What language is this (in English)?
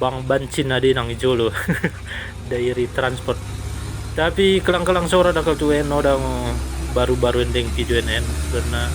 Batak Dairi